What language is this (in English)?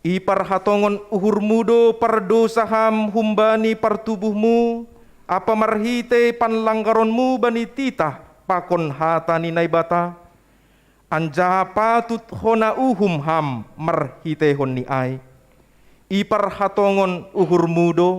Batak Simalungun